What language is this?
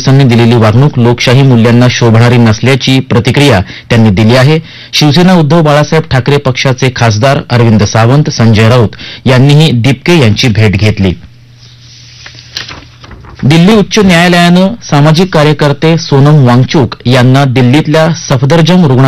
Marathi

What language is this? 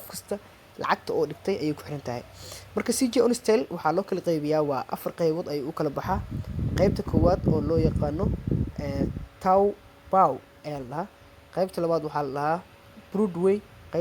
Somali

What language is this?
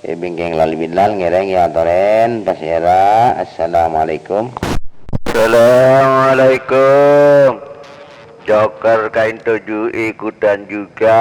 Madurese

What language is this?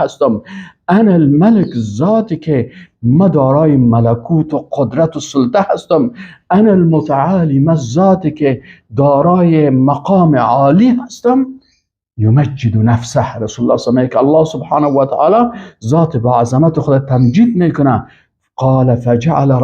Persian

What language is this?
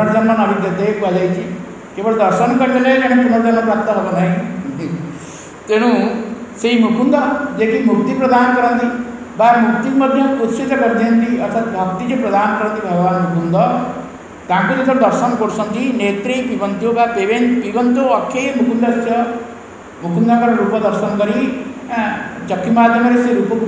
Odia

